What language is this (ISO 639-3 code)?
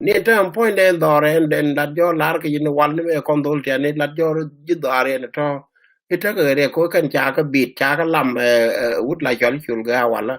nus